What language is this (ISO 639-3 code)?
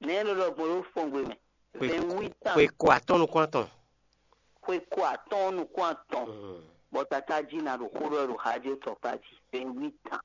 fon